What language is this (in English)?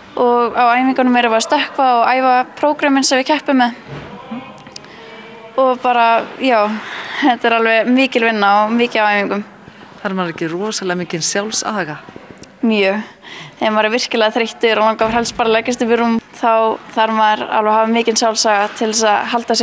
Icelandic